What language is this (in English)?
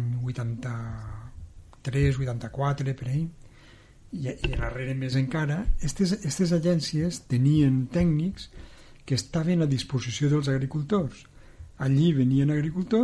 Catalan